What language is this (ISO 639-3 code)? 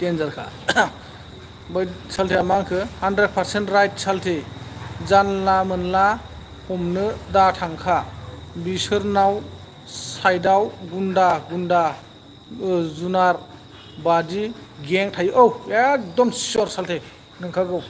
brx